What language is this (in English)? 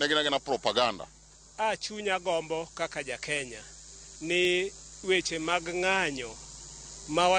Luo (Kenya and Tanzania)